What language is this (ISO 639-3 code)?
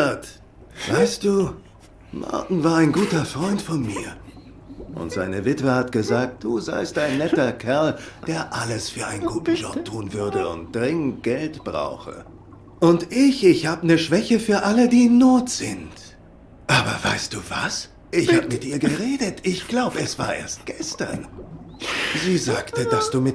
gsw